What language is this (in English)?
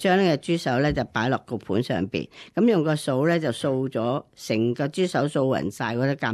Cantonese